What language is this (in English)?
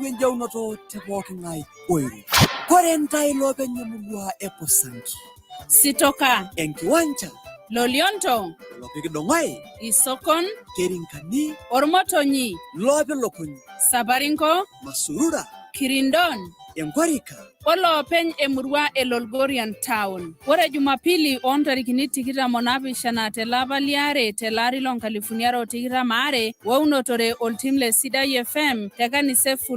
Masai